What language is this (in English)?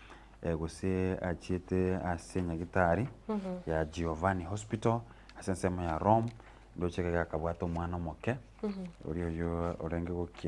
Gusii